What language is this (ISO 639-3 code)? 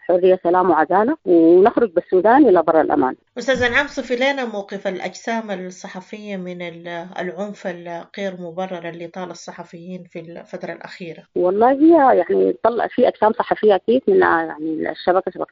apd